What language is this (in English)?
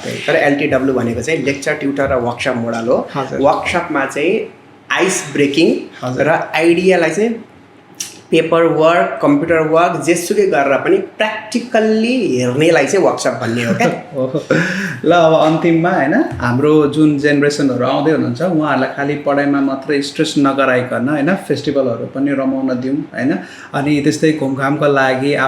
Nepali